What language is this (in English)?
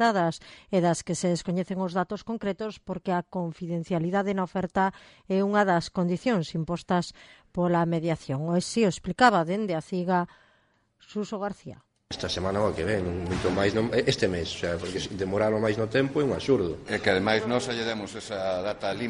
Galician